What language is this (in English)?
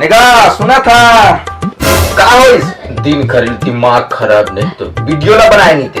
Chhattisgarhi